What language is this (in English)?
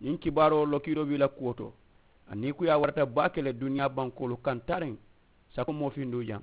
Mandingo